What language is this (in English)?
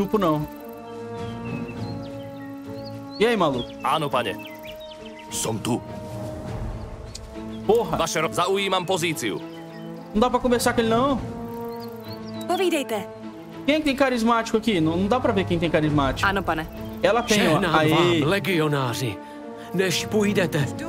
Portuguese